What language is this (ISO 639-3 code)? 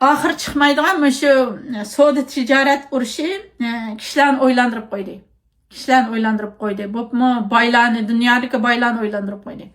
uig